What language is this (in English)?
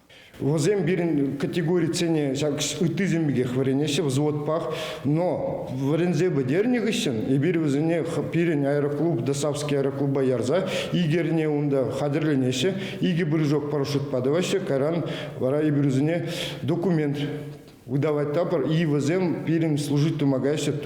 Chuvash